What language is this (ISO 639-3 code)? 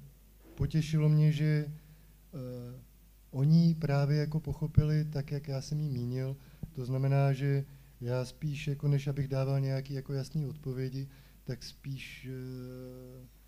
ces